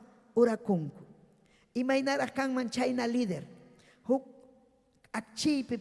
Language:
Ayacucho Quechua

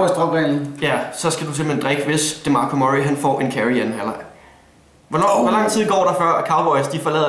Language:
Danish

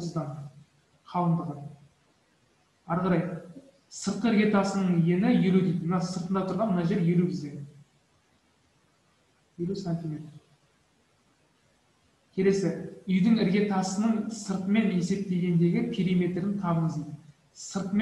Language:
Kazakh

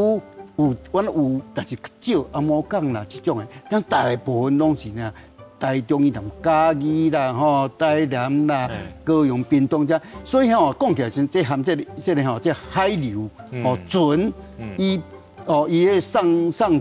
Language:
Min Nan Chinese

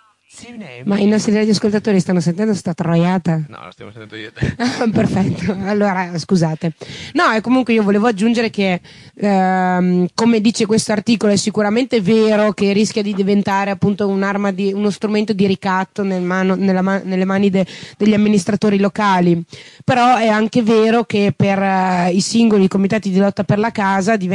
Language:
Italian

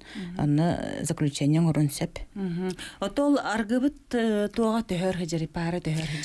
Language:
Yakut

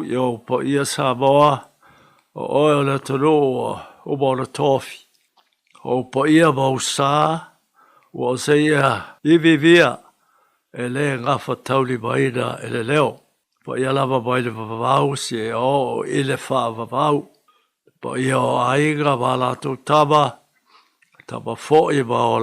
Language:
Samoan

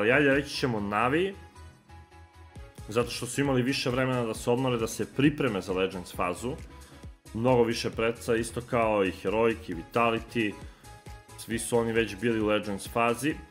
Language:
Serbian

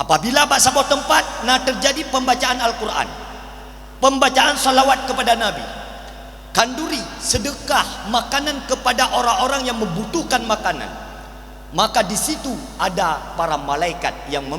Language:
Achinese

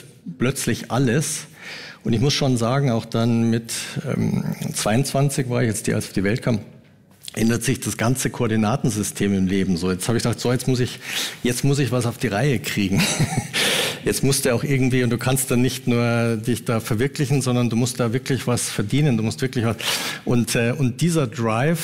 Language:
Swiss German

